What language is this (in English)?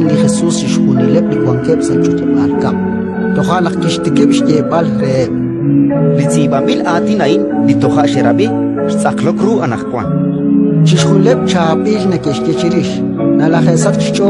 Kekchí